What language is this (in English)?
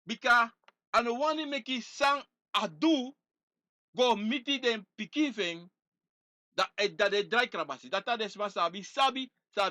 Sranan Tongo